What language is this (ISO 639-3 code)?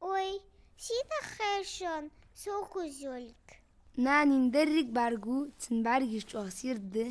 inh